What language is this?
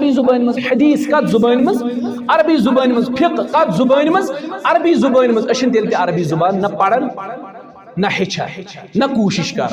Kashmiri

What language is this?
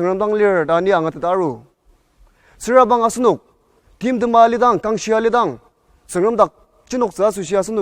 Ao Naga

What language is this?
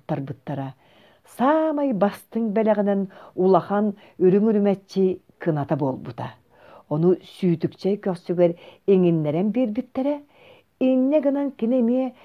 Yakut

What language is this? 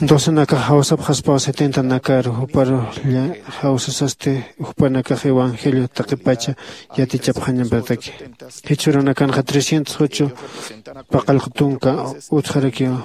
Aymara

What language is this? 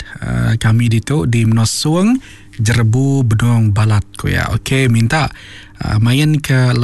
Iban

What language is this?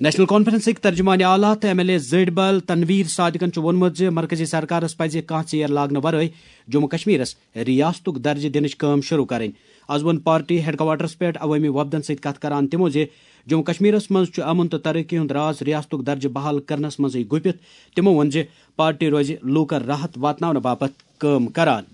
Kashmiri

